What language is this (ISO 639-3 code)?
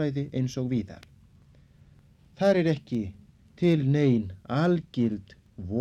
isl